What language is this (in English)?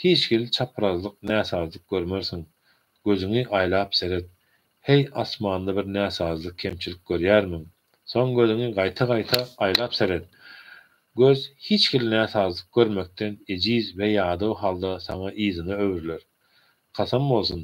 Turkmen